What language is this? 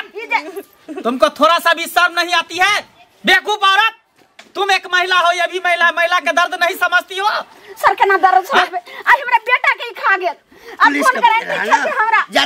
Maithili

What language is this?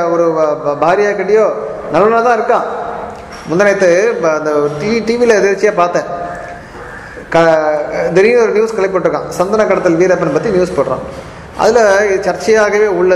Tamil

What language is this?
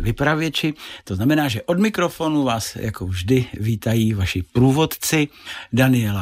Czech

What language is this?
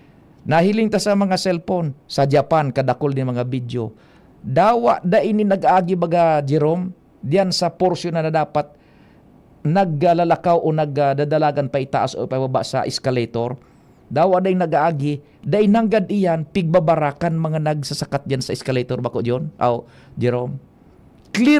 Bikol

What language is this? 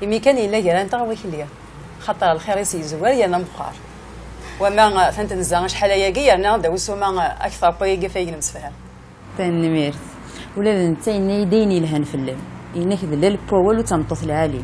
Kabyle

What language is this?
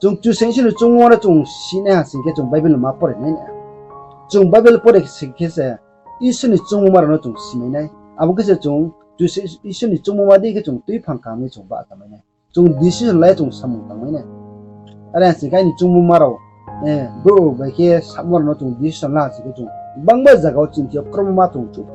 Riang (India)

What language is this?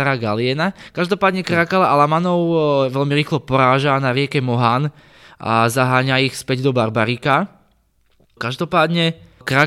Slovak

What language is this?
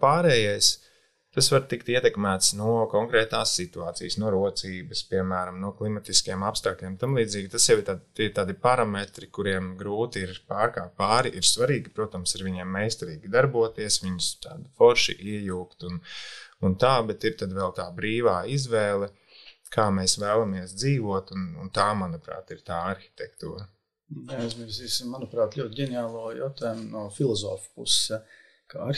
Latvian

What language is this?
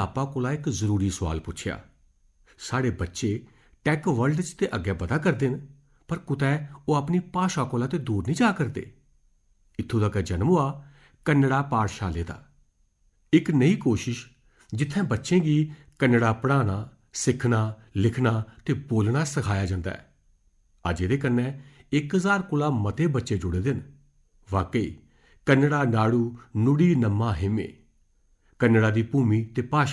Dogri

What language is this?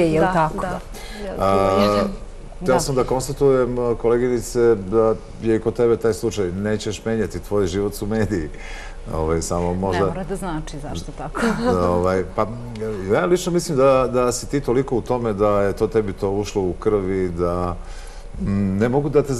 Serbian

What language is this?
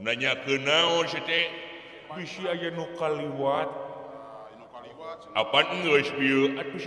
Sundanese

